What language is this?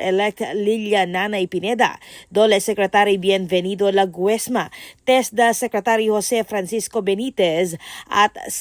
Pampanga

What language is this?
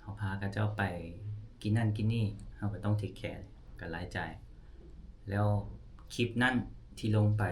Lao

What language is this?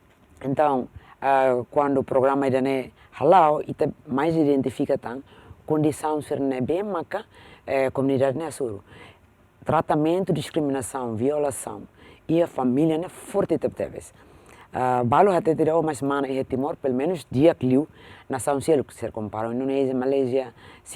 Tetum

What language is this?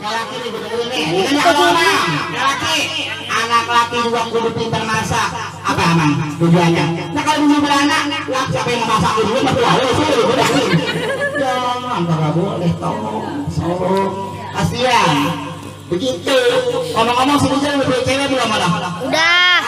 Betawi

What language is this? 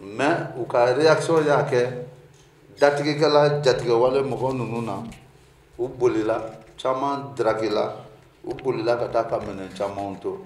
Bambara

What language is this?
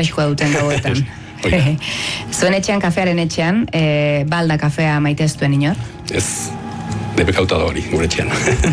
Basque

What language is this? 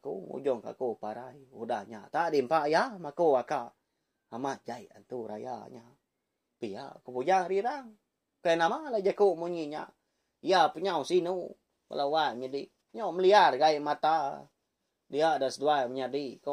Iban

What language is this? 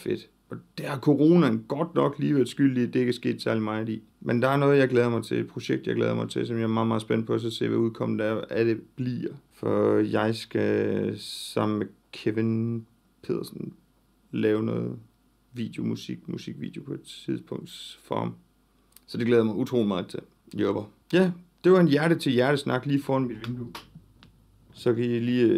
Danish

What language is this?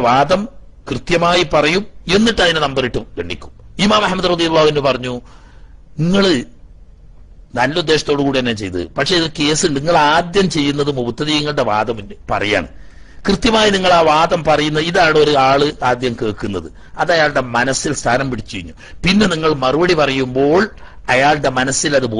Malayalam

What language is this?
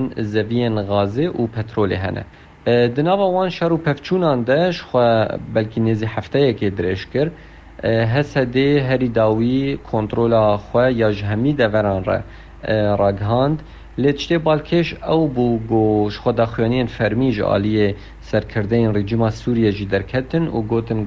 Kurdish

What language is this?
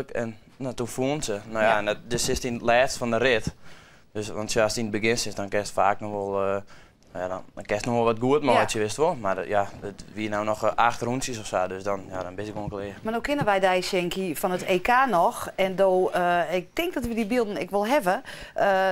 Western Frisian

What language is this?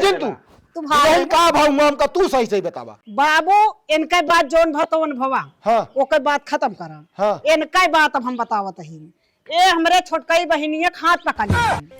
Awadhi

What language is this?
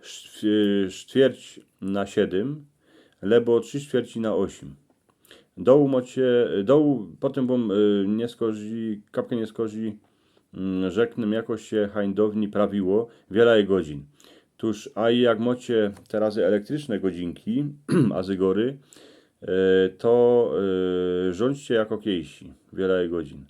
Silesian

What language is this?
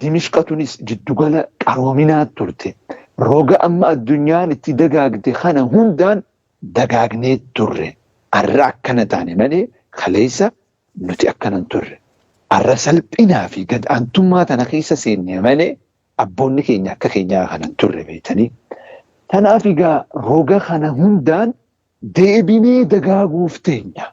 Oromo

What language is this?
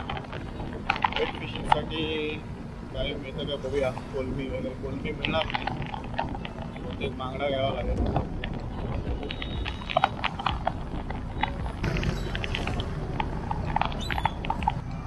Marathi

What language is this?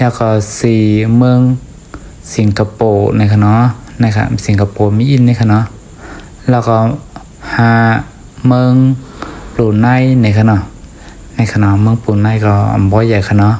Shan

